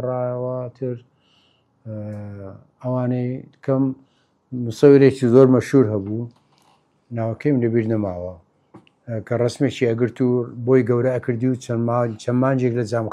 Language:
Central Kurdish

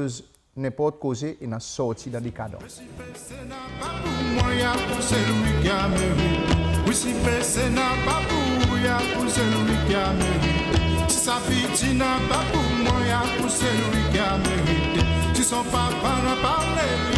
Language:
Seselwa Creole French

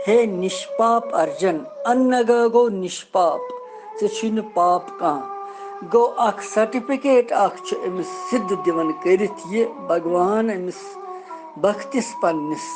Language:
Kashmiri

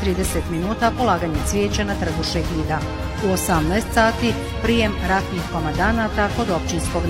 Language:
Bosnian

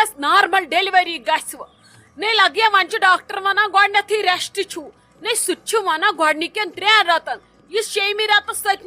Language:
Kashmiri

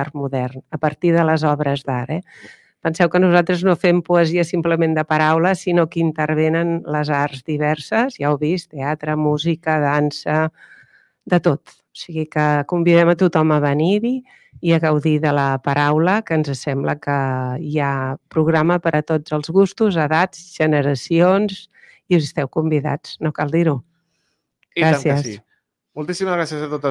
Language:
Catalan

